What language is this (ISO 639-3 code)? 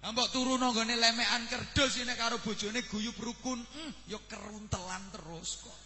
jav